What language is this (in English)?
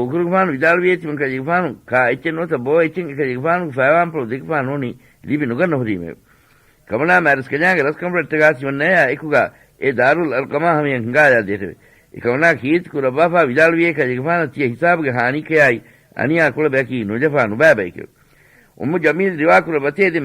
Divehi